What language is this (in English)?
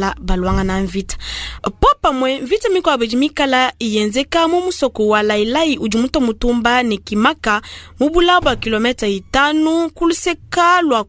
Luba-Lulua